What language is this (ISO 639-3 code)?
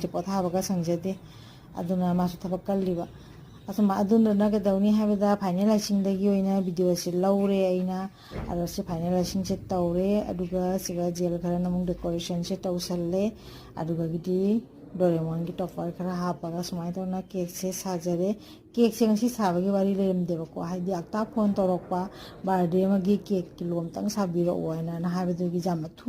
mni